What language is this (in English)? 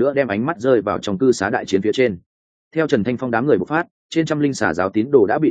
Vietnamese